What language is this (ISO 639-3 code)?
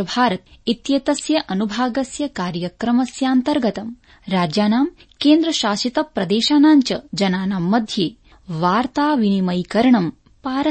san